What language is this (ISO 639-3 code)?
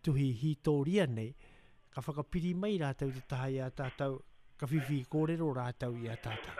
mri